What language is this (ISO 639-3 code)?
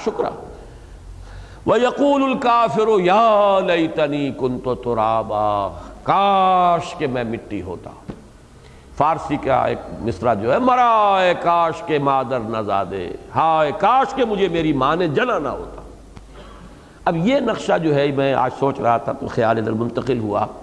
urd